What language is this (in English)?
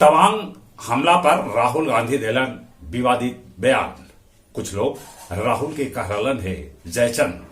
Magahi